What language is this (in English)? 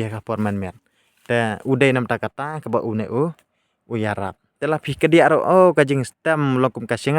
Khasi